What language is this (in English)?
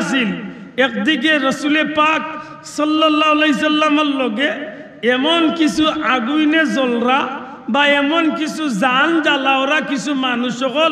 Sylheti